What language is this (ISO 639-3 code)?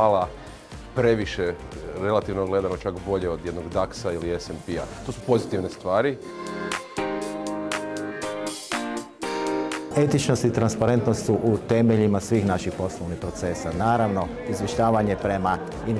hrv